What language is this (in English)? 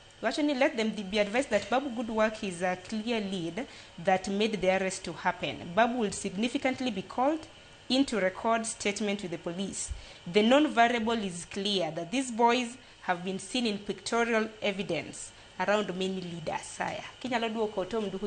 Luo (Kenya and Tanzania)